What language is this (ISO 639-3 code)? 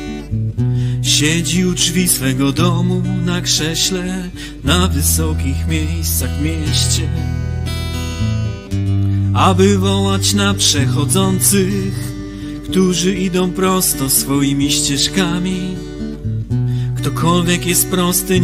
pol